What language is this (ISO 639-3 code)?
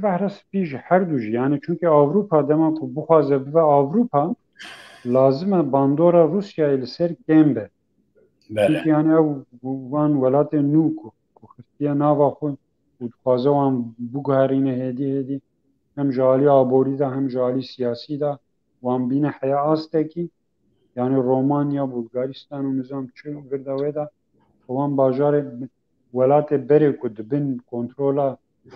kur